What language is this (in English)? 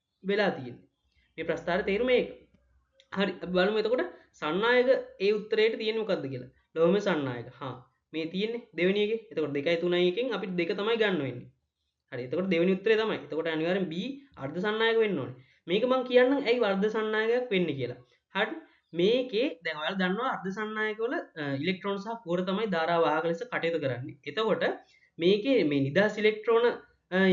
Sinhala